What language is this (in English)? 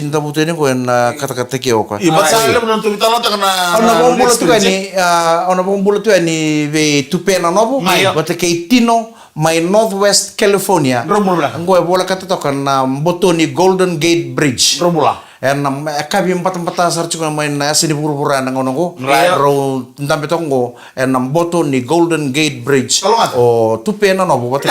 Fijian